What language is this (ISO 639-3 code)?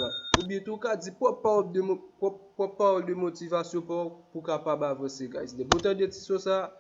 hat